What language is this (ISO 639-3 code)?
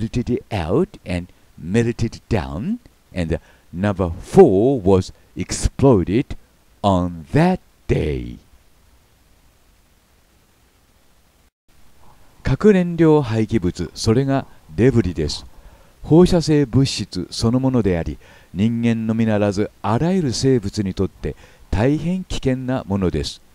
jpn